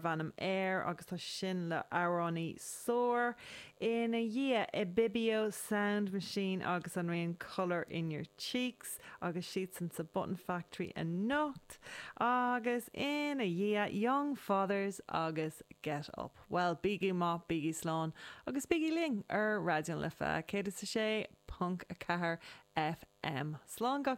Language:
Irish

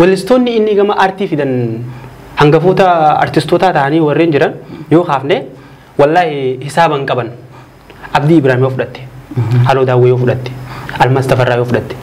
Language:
Oromo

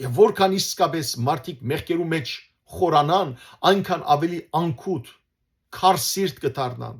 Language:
Western Armenian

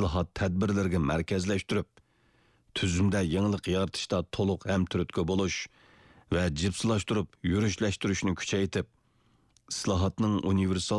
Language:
Uyghur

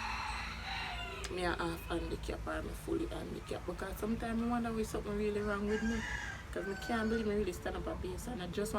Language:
Jamaican Creole English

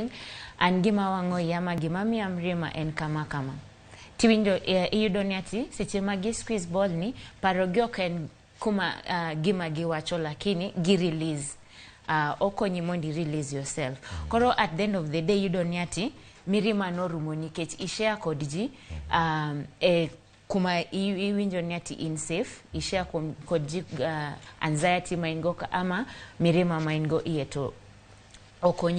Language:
Luo (Kenya and Tanzania)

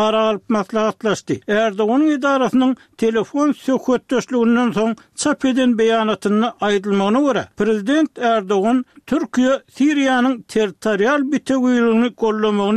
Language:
Turkmen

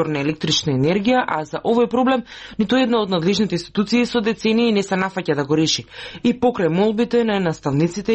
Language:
Macedonian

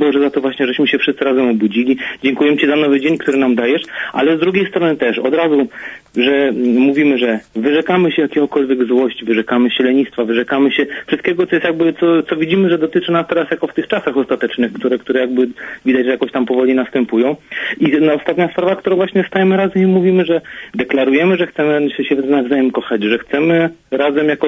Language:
Polish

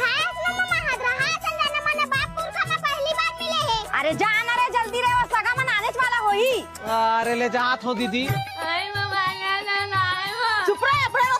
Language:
Chhattisgarhi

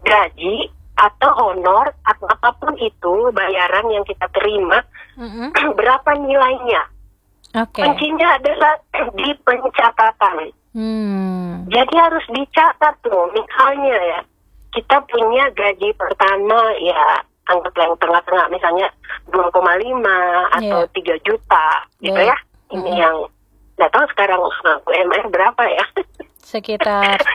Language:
Indonesian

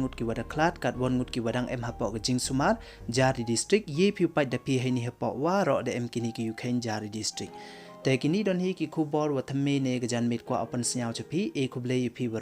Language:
Pnar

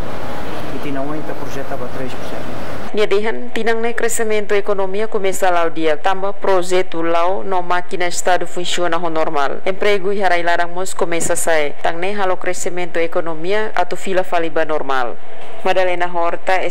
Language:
Tetum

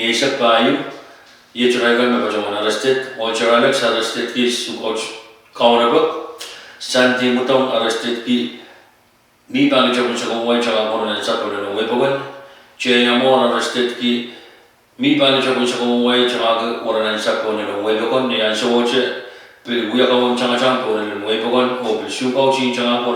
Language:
Pohnpeian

